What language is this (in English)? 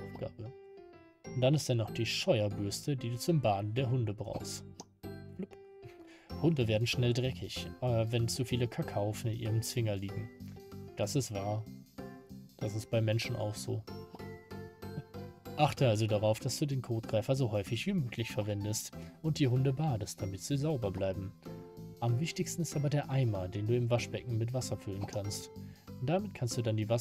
German